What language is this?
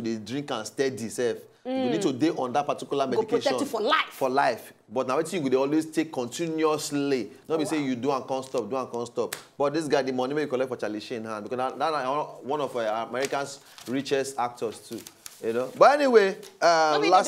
Nigerian Pidgin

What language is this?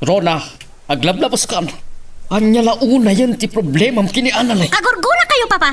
Iloko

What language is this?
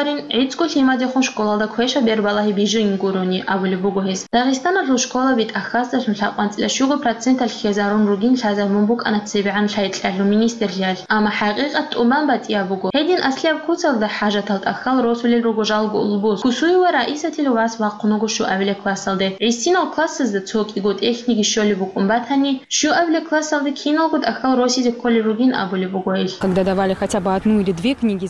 Avaric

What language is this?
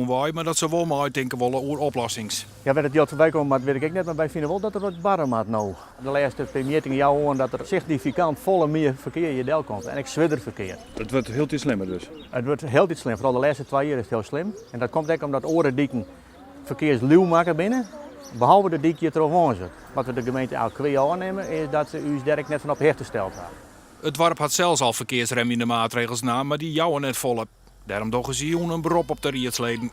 Western Frisian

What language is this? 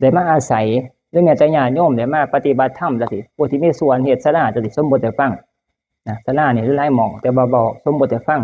Northeastern Thai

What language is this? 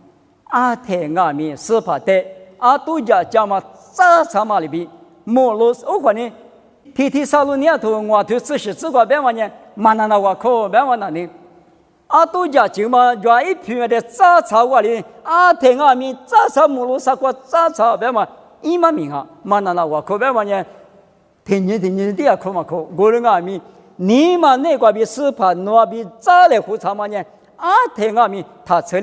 Lisu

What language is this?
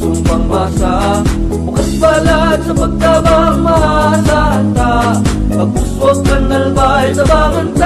Bikol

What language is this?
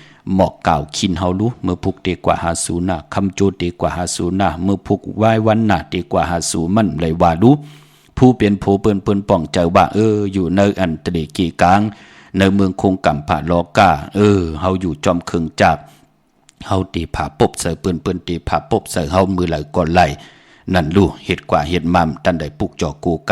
Shan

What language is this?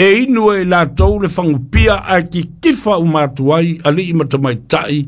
Samoan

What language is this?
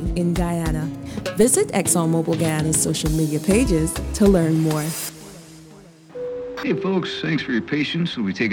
English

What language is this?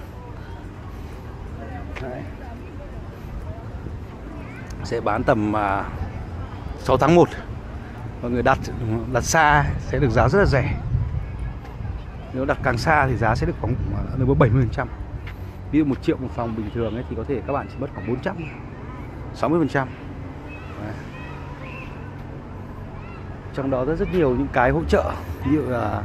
Vietnamese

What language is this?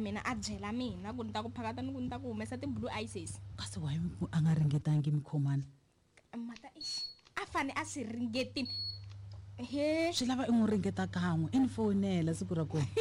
Tsonga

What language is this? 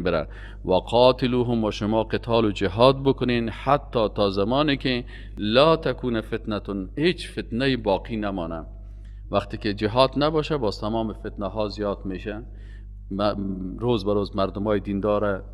Persian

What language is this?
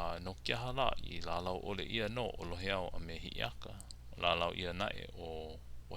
Hawaiian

